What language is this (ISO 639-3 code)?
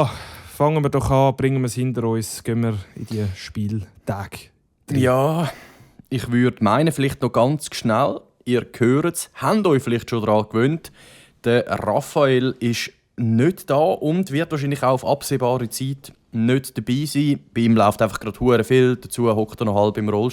gsw